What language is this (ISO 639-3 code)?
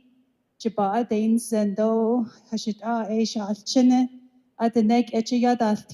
nav